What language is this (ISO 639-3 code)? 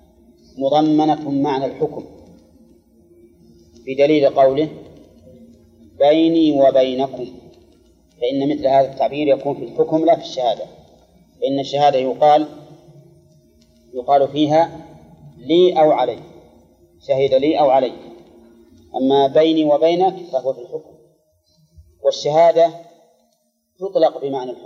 ara